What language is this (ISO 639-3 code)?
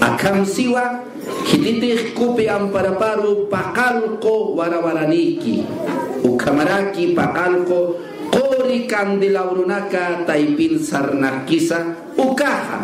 aym